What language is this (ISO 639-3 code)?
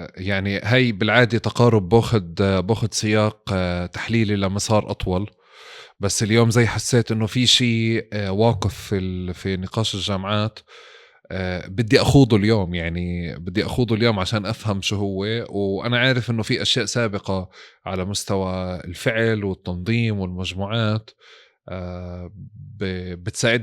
apc